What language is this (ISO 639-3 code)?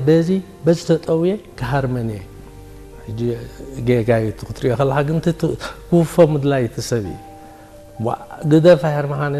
tir